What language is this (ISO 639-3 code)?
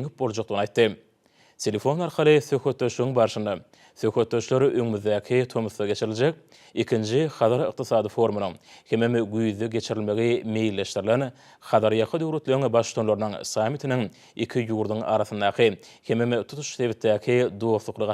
tuk